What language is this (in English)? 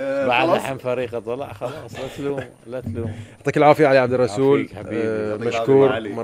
Gulf Arabic